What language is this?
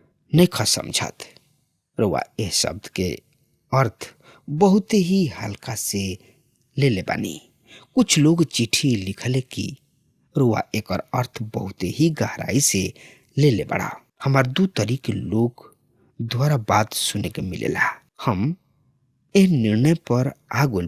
Bhojpuri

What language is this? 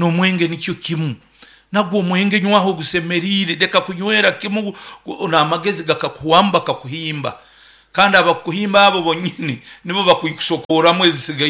Nyankole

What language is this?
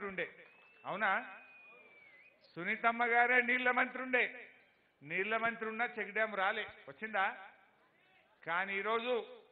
Telugu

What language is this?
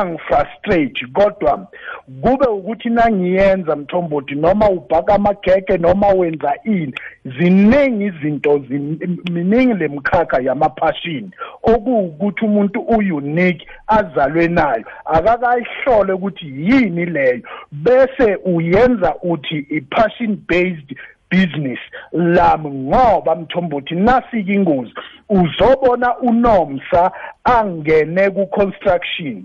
South Ndebele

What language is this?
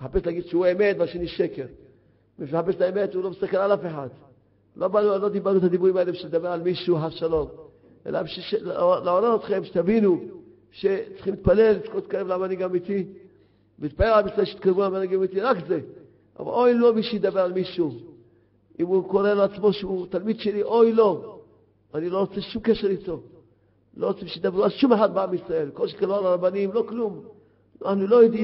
Hebrew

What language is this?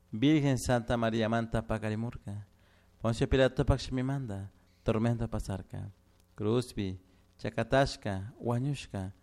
Chimborazo Highland Quichua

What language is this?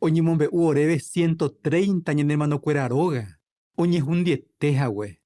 Guarani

